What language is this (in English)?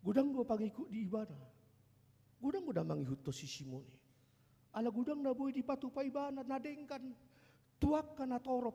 Batak Toba